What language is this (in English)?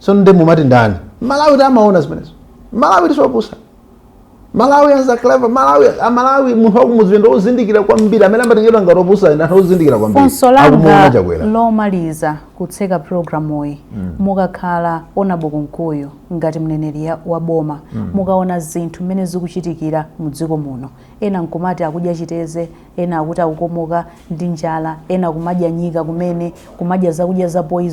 Nyanja